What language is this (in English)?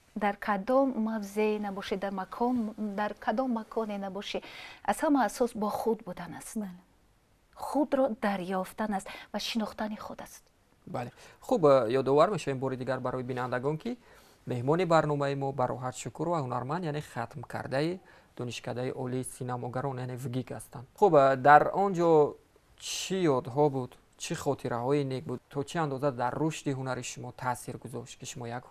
Tajik